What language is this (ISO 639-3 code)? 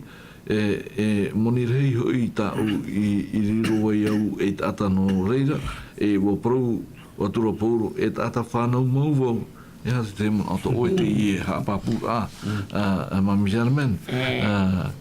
tah